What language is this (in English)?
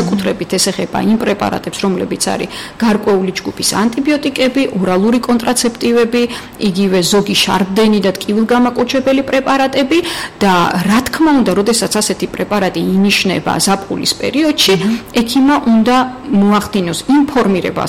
Georgian